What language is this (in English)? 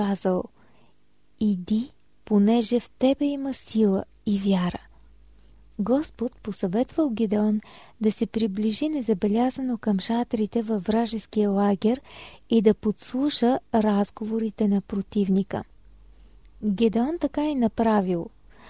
Bulgarian